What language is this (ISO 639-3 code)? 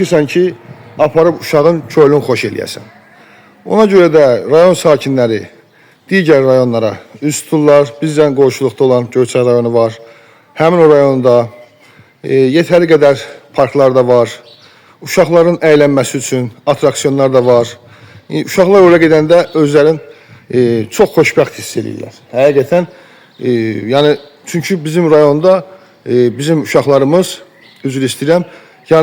aze